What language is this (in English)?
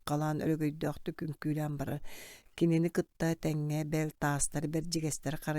Yakut